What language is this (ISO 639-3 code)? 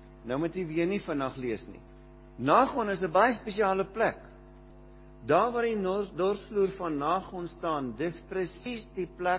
afr